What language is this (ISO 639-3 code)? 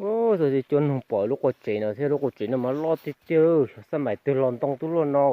hmn